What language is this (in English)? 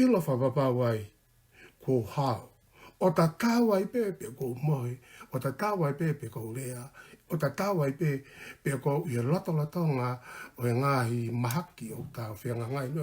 Tongan